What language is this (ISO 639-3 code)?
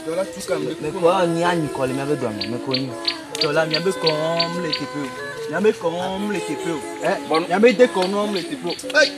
ewe